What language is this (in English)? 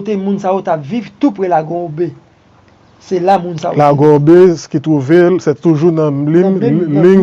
Haitian Creole